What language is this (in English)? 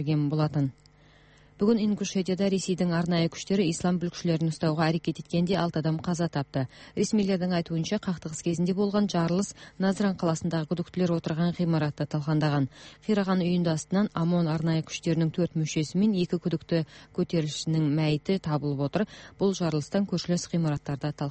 Kazakh